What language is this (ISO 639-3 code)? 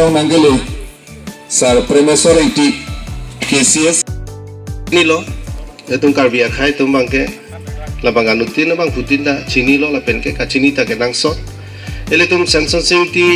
mjw